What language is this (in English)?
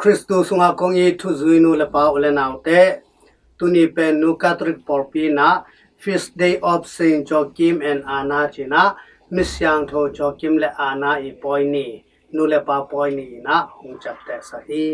Tedim Chin